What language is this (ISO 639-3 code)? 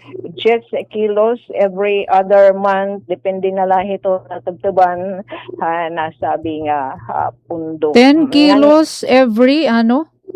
war